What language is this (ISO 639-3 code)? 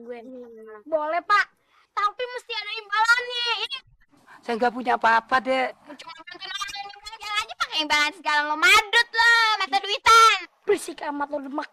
bew